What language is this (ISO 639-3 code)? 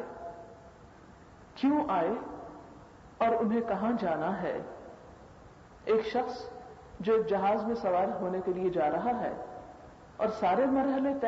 urd